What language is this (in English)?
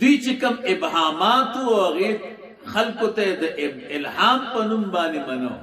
Pashto